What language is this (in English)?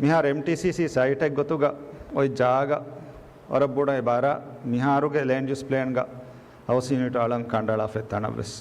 Divehi